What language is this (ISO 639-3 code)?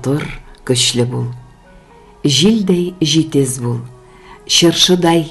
tat